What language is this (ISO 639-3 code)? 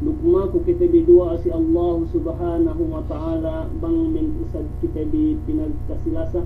yka